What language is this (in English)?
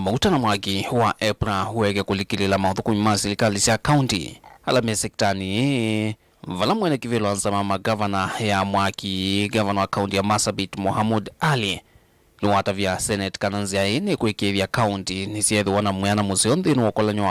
Kamba